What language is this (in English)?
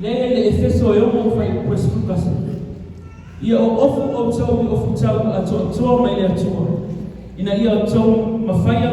Samoan